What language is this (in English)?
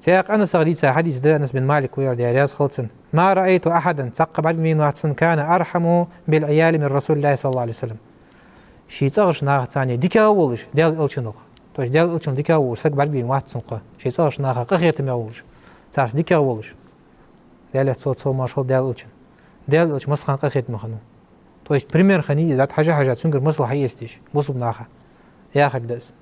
Ingush